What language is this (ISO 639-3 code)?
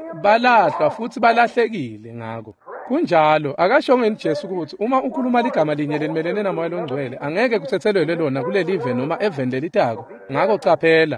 ssw